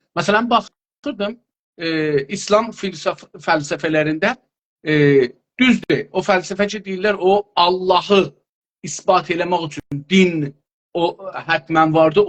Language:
South Azerbaijani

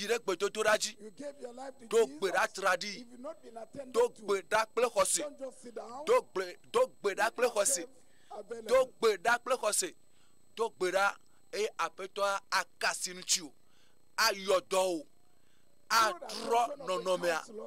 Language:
Ewe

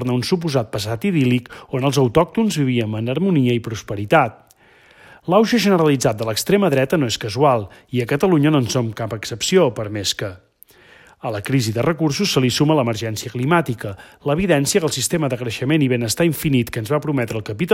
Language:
Catalan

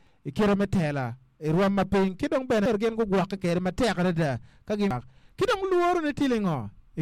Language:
Acoli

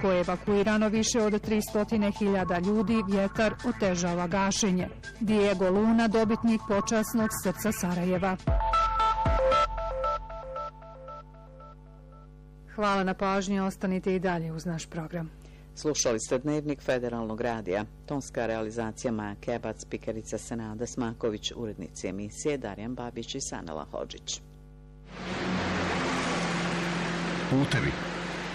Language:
Bosnian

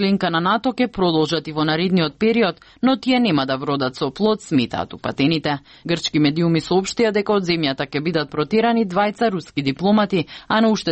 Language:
Macedonian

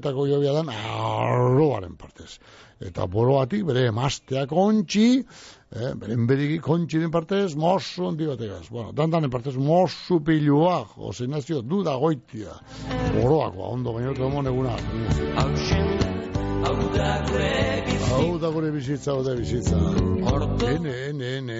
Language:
Basque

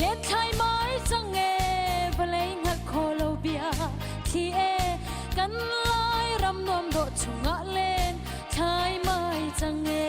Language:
Hakha Chin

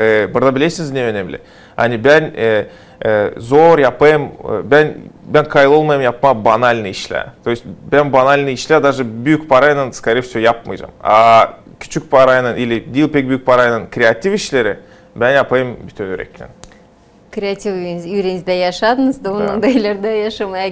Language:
Gagauz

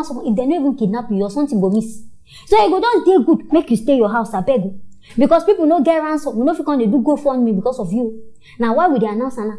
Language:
Nigerian Pidgin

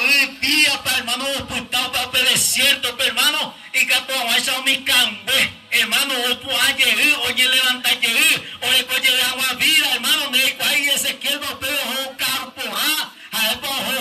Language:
Guarani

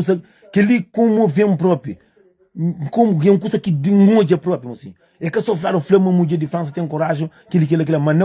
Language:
Kabuverdianu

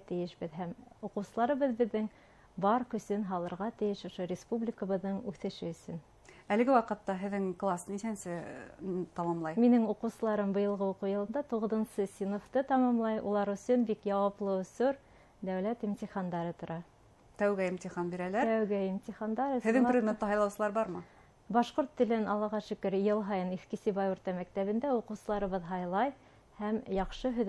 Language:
Bashkir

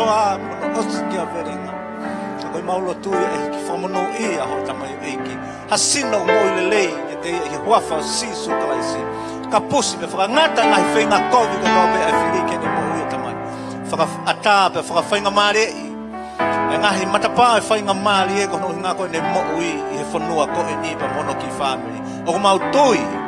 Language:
Tongan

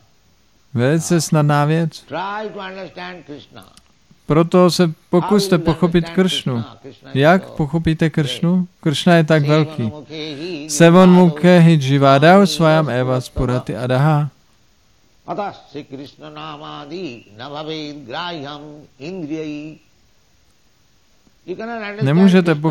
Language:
Czech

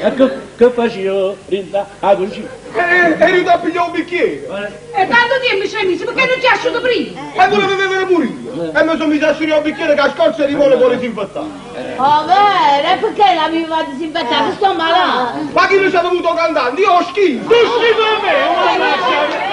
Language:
Neapolitan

